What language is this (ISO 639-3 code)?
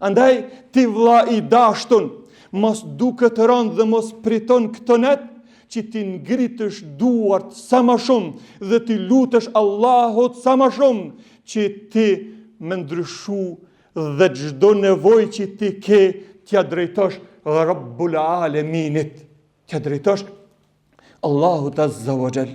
sqi